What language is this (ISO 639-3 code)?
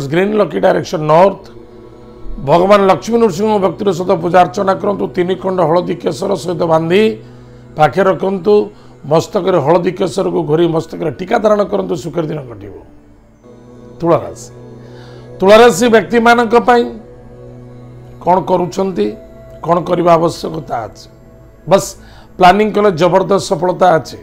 ori